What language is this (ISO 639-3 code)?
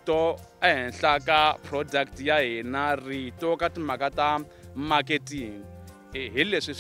tso